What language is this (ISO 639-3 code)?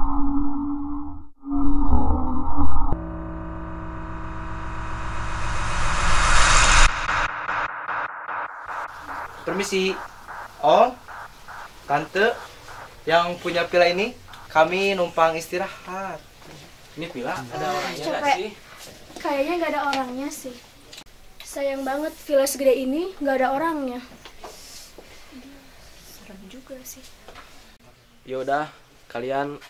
ind